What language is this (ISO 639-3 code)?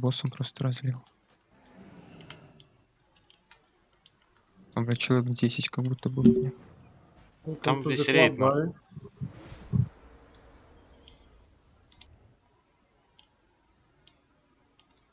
rus